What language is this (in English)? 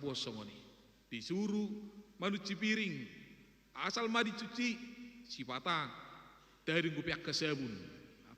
Batak Toba